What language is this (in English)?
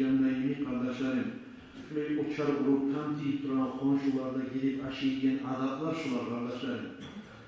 Kumyk